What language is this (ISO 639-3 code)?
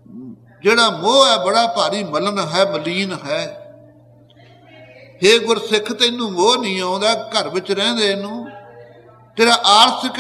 pan